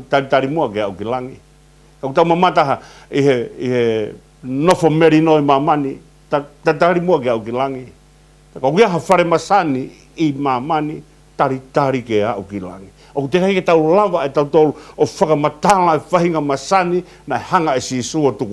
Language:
Tongan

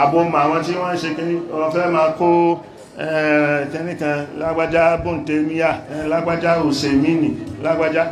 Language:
Yoruba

